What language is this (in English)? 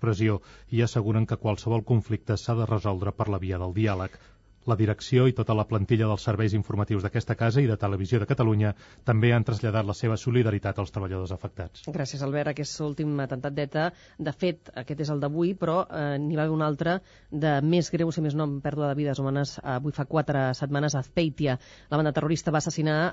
Catalan